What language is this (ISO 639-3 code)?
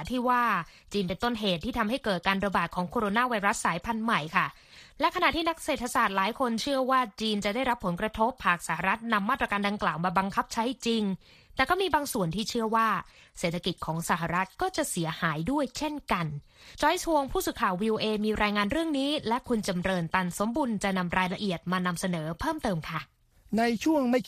tha